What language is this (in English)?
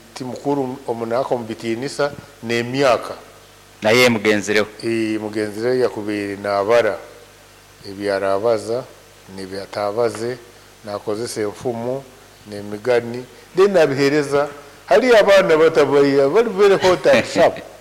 Nyankole